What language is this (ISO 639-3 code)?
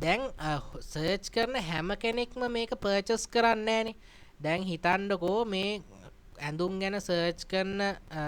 sin